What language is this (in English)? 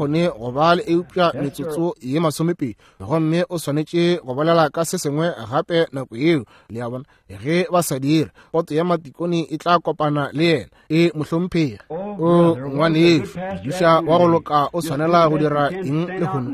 Northern Sotho